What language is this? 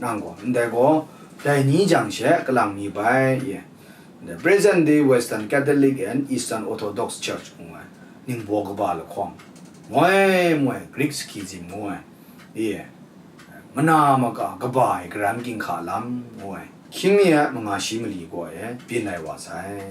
Kachin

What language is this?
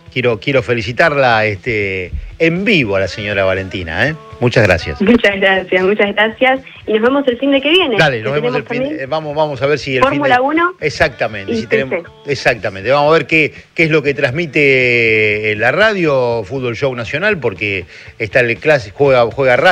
Spanish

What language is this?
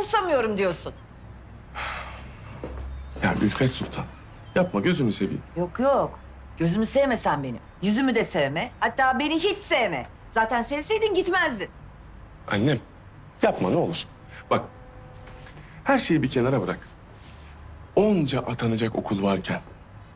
Turkish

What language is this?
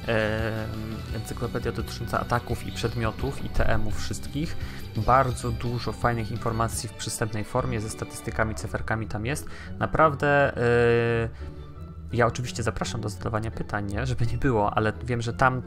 Polish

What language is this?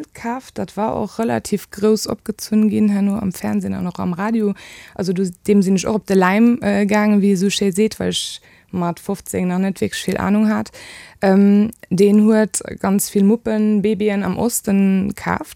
Luxembourgish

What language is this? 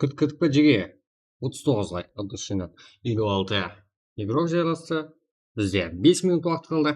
Kara-Kalpak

